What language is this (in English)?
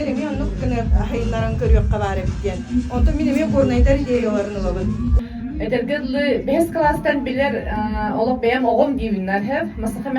Yakut